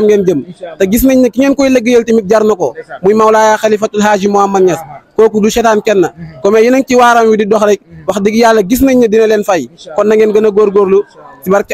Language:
Wolof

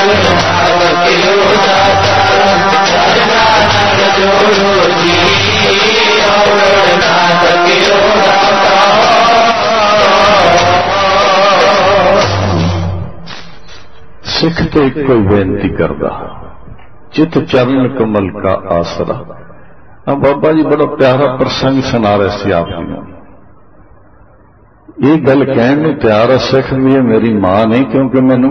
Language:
Punjabi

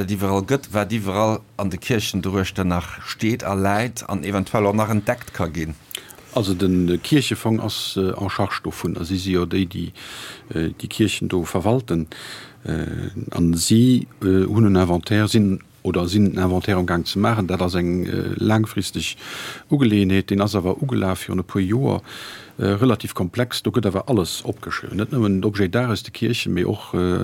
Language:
Luxembourgish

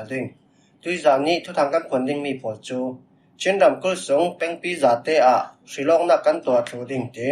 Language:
Falam Chin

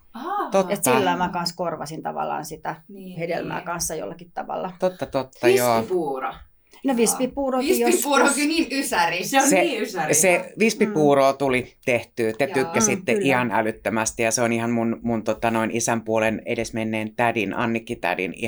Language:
Finnish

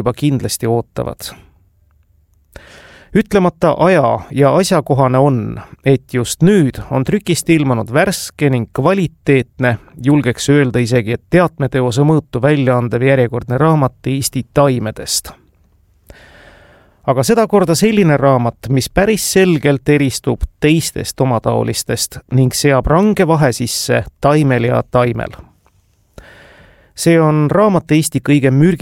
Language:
Estonian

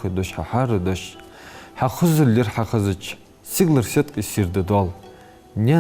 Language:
Ingush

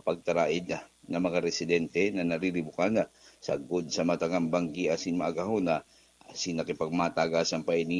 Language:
Bikol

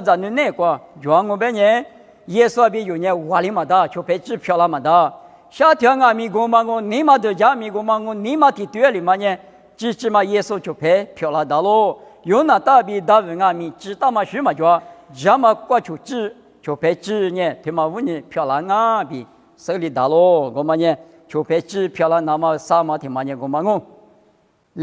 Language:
Lisu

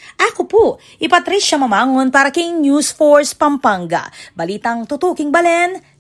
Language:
Pampanga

